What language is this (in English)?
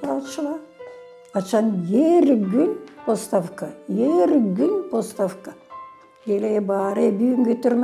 Gagauz